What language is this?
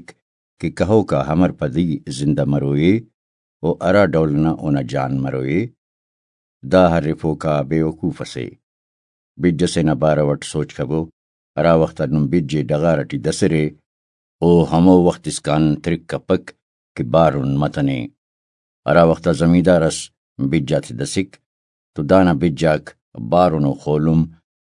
Brahui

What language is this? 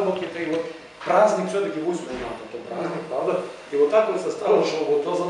Rusyn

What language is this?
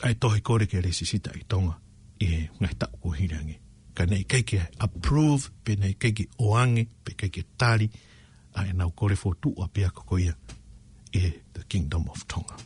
Tongan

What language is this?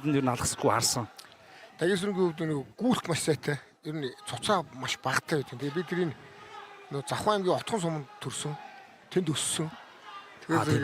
Mongolian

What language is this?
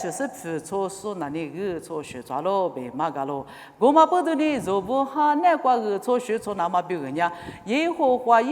Lisu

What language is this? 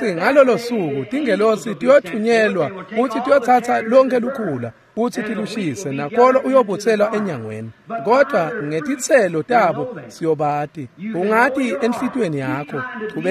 Swati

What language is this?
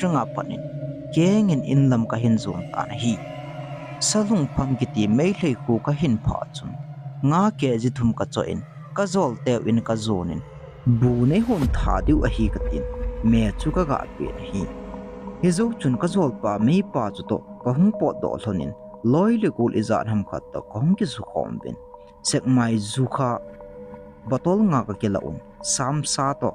Thado Chin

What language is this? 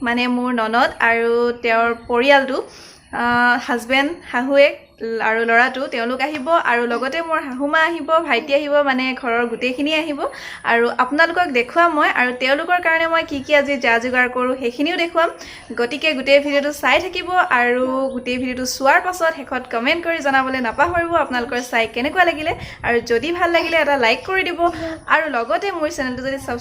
Assamese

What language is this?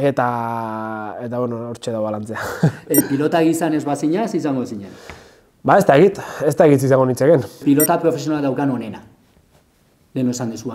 Basque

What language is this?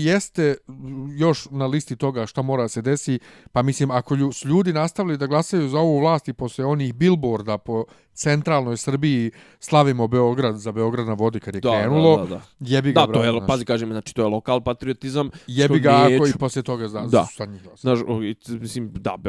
Bosnian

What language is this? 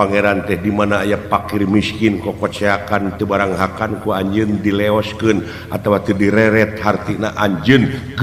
Sundanese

